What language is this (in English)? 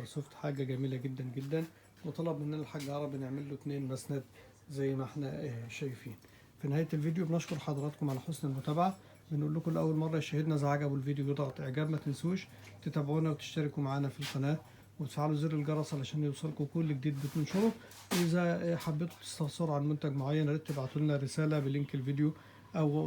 Egyptian Arabic